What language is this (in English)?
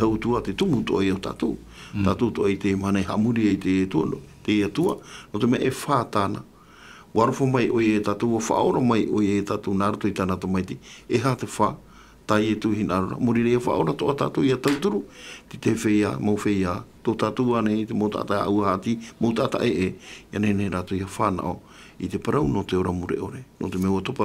Tahitian